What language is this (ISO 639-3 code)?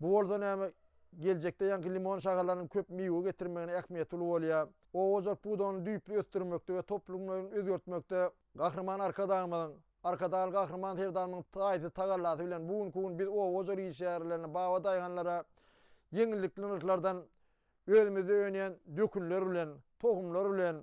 tuk